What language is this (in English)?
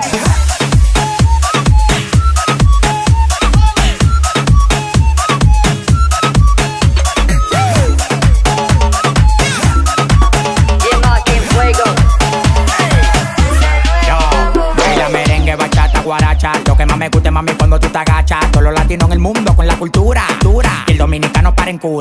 Spanish